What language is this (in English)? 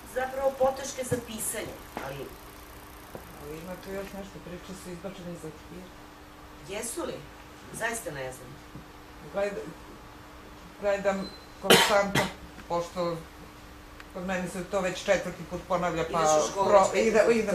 Serbian